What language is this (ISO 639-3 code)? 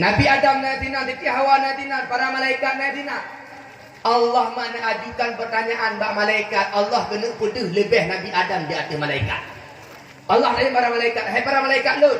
ace